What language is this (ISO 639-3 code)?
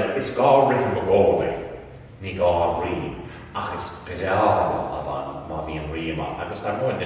gle